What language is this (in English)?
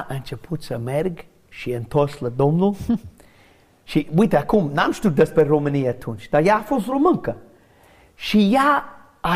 Romanian